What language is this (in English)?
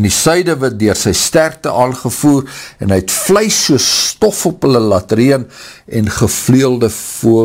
Afrikaans